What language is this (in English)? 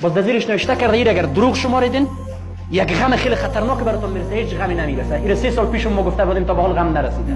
Tajik